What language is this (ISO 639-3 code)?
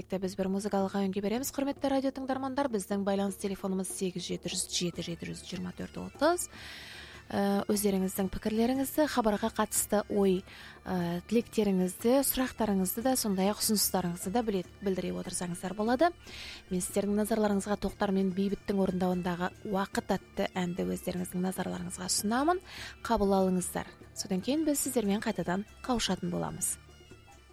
kaz